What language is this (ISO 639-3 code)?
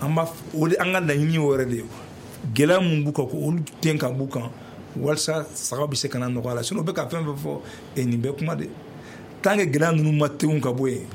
bam